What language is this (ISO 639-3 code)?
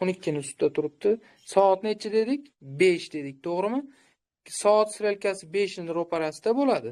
uzb